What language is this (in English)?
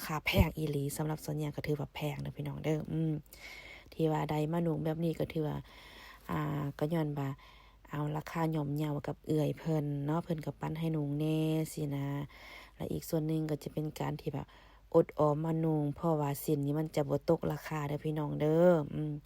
Lao